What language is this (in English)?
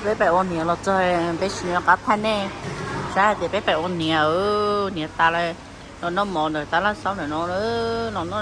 Hmong